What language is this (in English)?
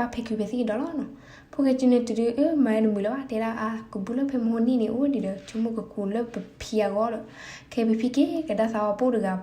S'gaw Karen